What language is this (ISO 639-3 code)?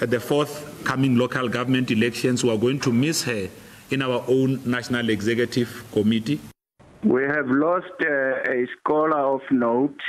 ven